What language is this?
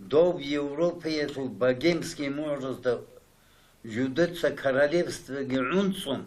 Avaric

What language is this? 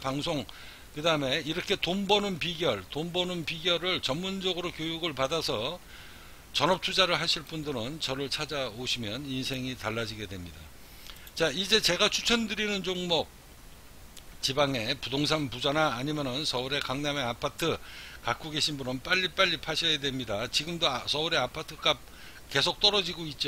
Korean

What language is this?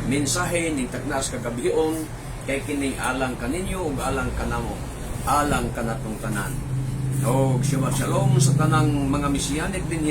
Cebuano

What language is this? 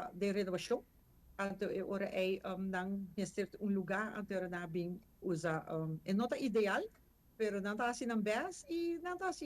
Papiamento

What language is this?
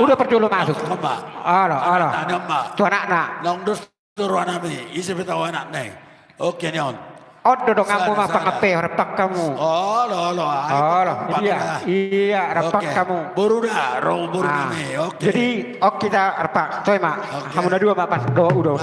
Batak Toba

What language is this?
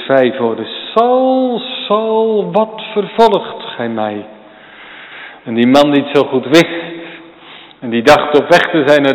Dutch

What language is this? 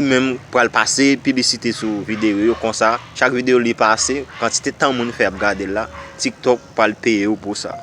Haitian Creole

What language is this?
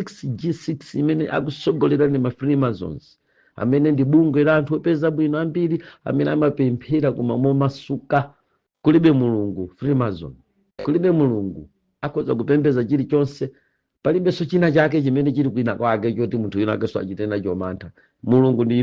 Nyanja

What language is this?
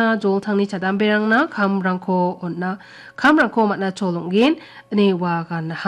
Garo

